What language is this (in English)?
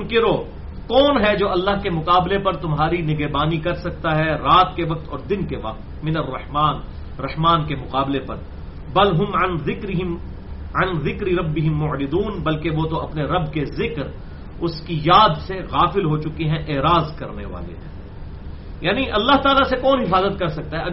Urdu